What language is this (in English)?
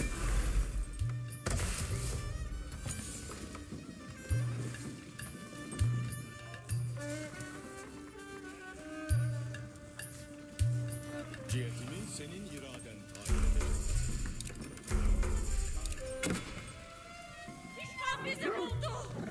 Turkish